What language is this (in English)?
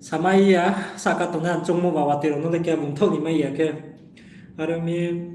Riang (India)